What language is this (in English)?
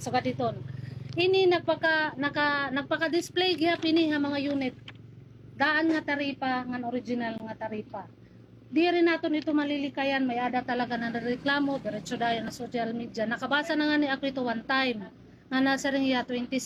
Waray